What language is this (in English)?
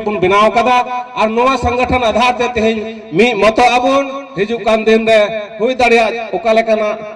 Santali